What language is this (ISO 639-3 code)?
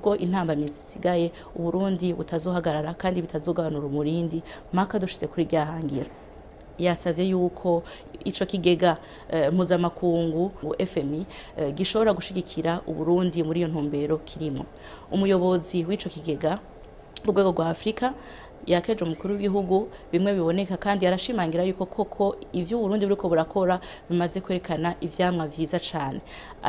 run